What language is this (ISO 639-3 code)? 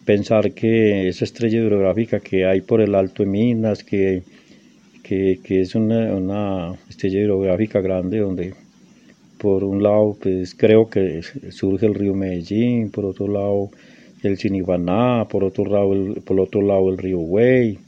spa